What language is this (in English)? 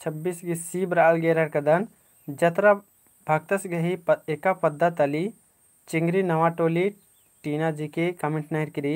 Kurukh